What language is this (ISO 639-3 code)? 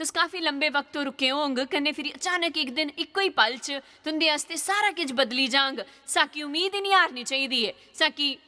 doi